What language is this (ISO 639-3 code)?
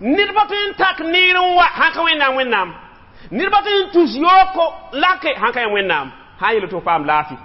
mos